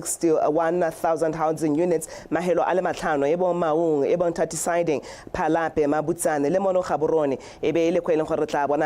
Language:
Tswana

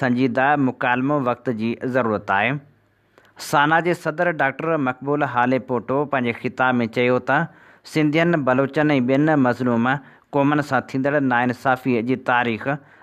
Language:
Sindhi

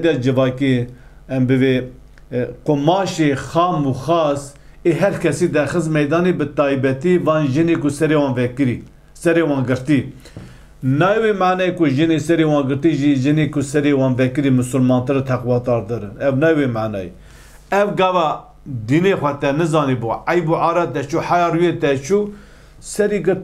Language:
Kurdish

